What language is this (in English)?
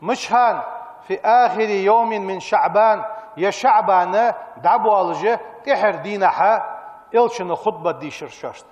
Ingush